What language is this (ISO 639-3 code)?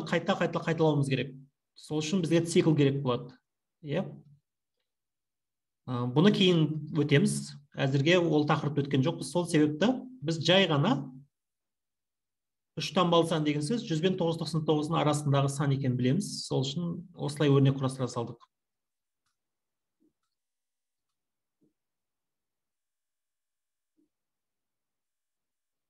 kaz